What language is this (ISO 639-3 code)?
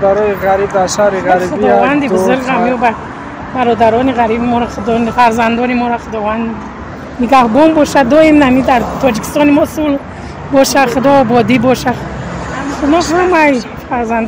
tgk